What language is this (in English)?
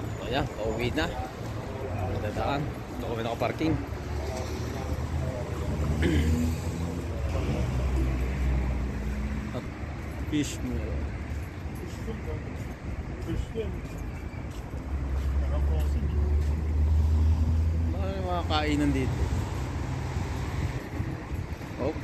Filipino